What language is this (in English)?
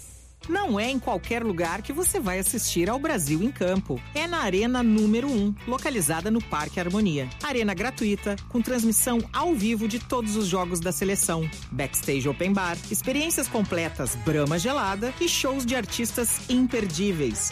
Portuguese